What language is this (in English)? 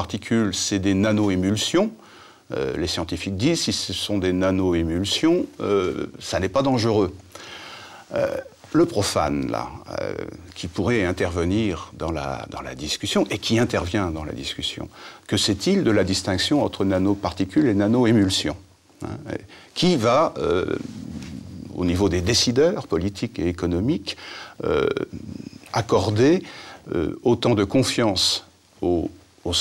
French